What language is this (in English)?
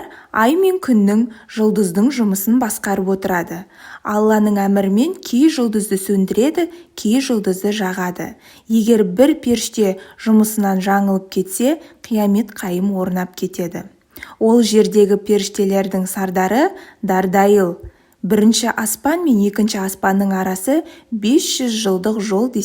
Kazakh